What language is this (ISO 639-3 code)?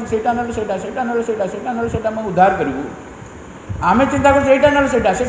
ori